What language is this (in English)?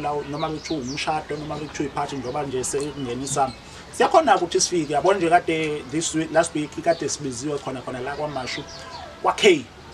Zulu